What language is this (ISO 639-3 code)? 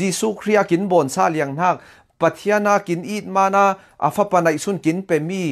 cfm